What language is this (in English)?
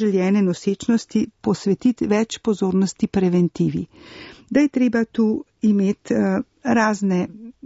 Slovenian